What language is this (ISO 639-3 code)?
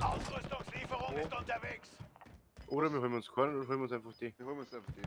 bar